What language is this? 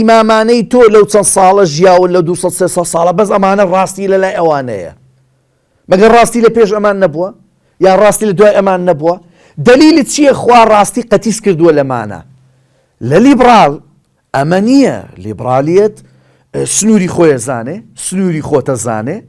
Central Kurdish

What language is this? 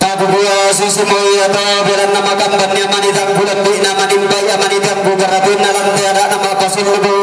Toraja-Sa'dan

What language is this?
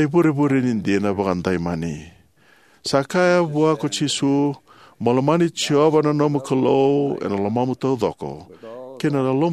Fijian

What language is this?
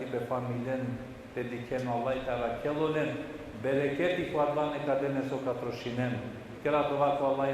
Balkan Romani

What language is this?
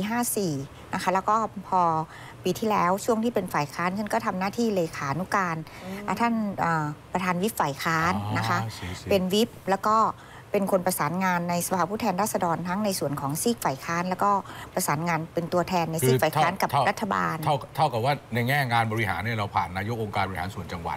Thai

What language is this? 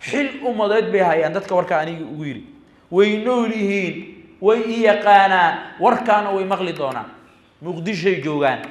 Somali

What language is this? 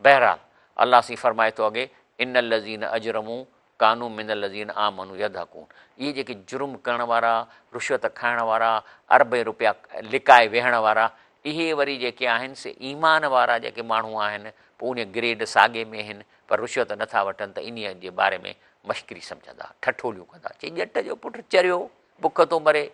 Sindhi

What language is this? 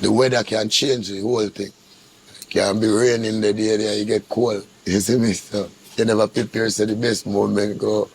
Jamaican Creole English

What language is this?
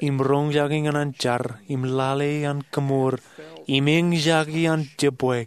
Marshallese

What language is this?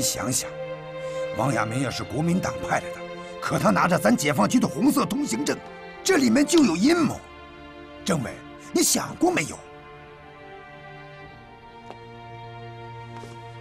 Chinese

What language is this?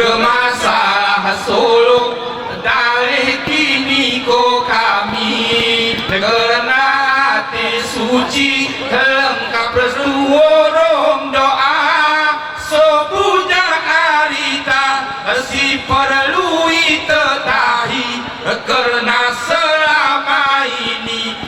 Gayo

